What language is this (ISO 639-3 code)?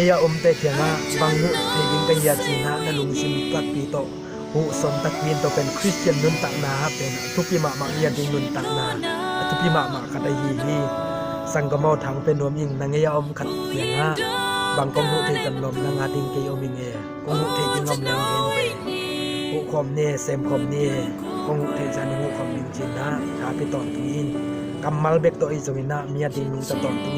ctd